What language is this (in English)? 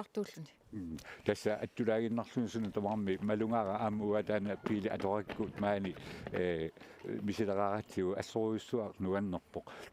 Kalaallisut